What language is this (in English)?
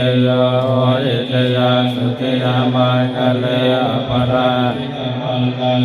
Pali